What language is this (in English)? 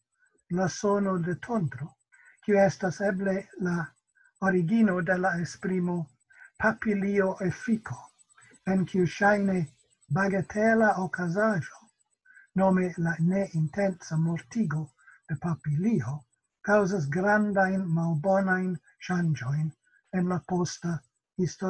Esperanto